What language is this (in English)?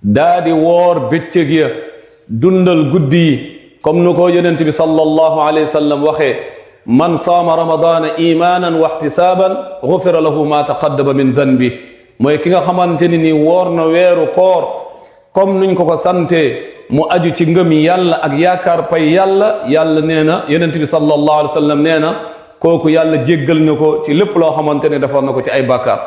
Wolof